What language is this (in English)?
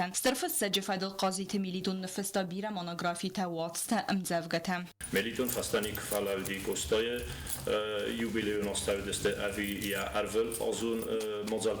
Ossetic